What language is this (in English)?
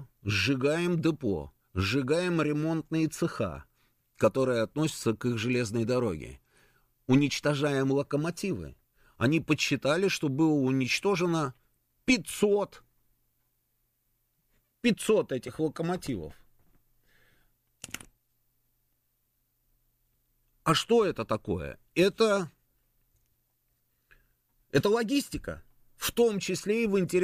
Russian